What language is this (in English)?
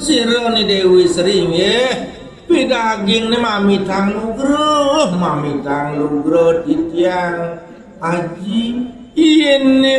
Balinese